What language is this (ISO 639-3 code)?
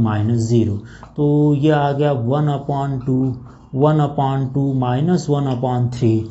hin